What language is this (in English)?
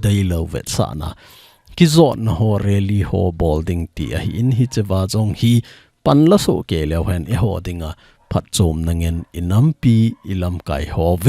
Thado Chin